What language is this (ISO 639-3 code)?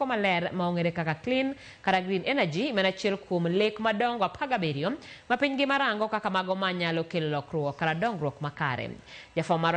luo